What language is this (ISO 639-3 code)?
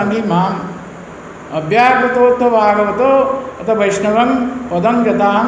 ori